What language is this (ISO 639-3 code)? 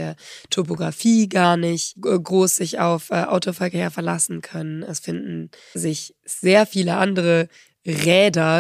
deu